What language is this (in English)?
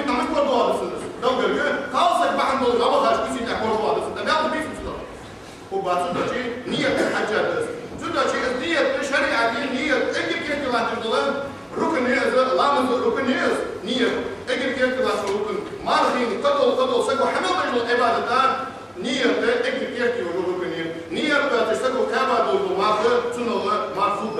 Ingush